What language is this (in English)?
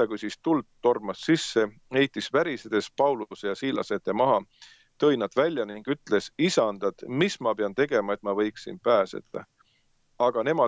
Estonian